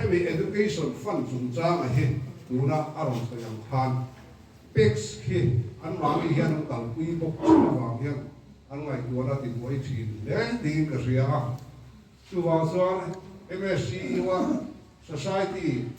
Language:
Mizo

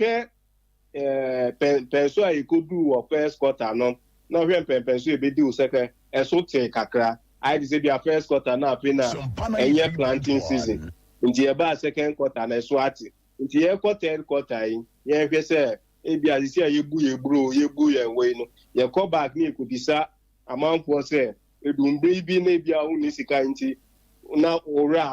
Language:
Akan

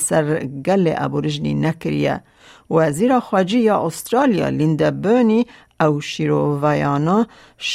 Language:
Kurdish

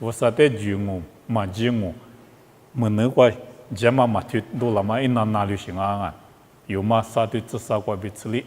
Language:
Lisu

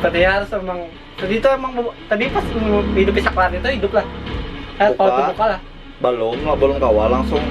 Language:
Banjar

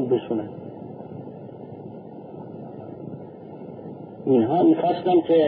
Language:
Persian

